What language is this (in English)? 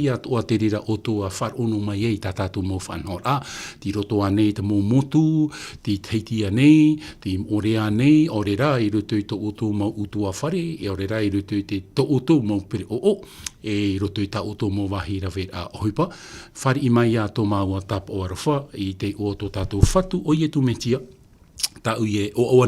Tahitian